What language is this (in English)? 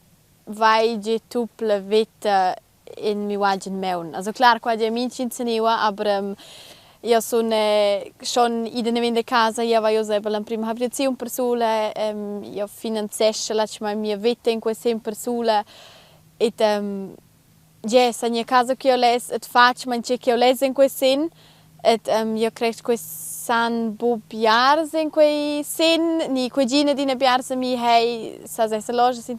Romansh